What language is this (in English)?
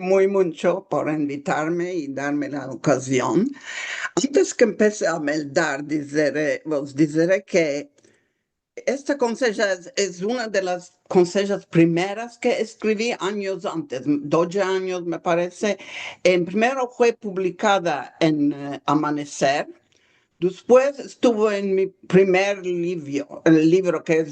Ladino